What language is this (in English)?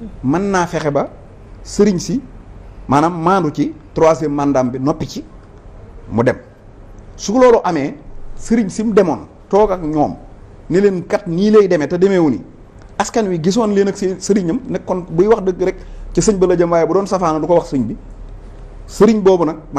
Wolof